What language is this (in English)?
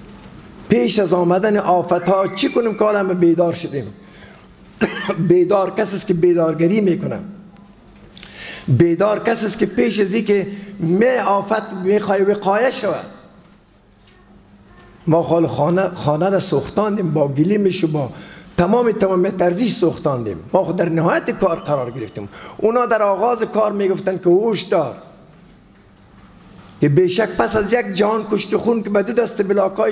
Persian